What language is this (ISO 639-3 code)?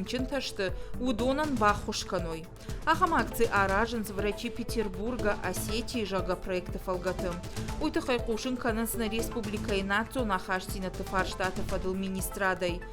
oss